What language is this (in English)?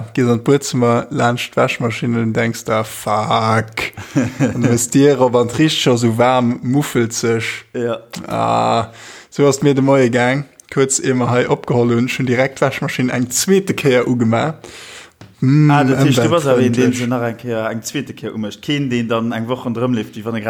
Luxembourgish